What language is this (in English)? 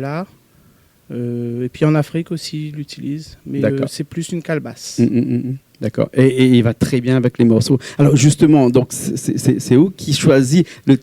Réunion Creole French